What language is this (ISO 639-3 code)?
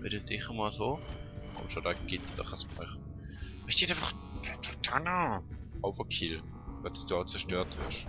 gsw